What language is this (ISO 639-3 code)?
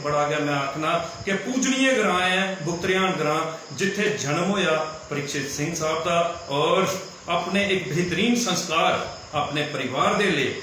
doi